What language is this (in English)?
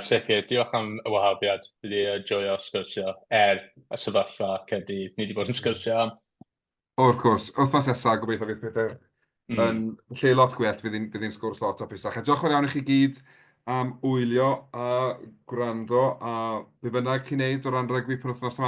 Welsh